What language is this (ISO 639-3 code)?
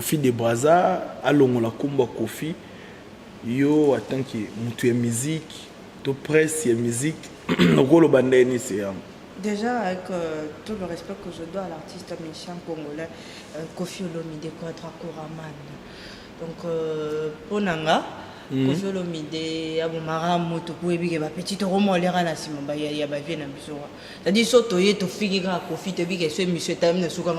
lin